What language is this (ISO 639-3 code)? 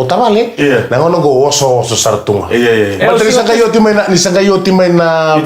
fij